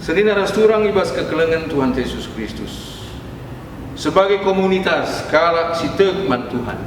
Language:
Batak Karo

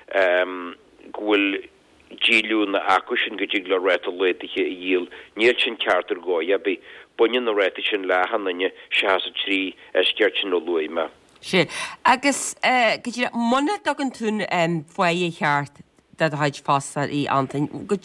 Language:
Irish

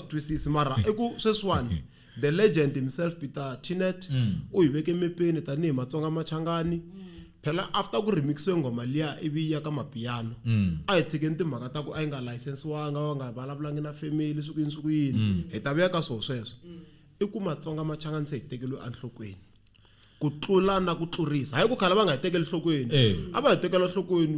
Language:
Tsonga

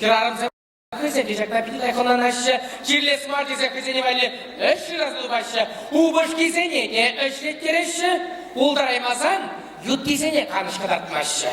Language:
Chuvash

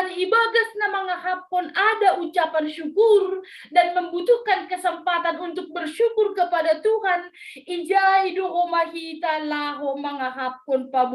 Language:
Batak Simalungun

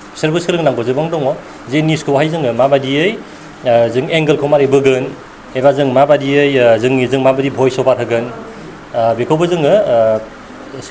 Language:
Bodo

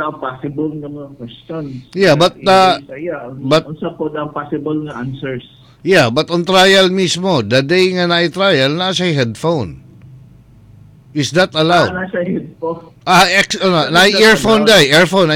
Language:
Cebuano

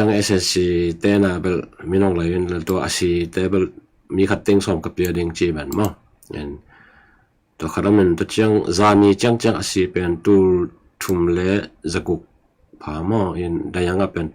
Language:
Tedim Chin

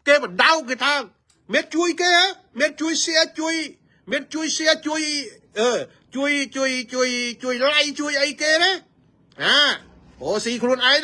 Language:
Khmer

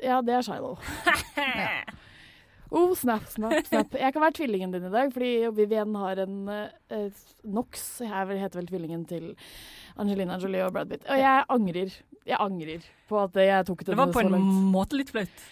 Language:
Norwegian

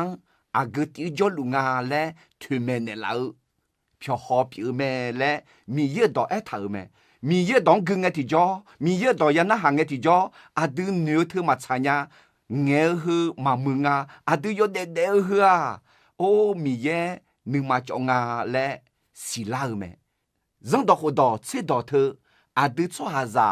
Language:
Akha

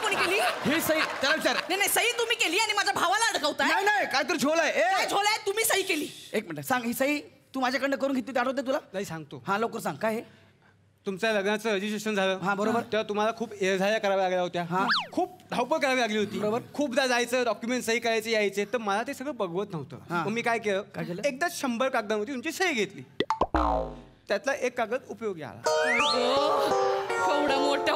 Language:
Marathi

